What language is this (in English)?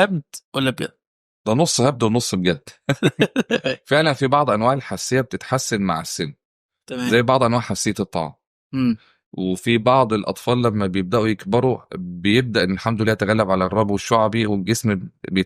Egyptian Arabic